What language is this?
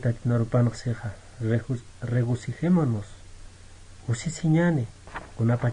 Aymara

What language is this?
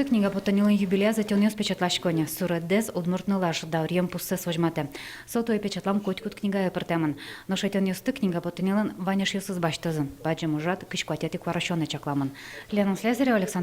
Udmurt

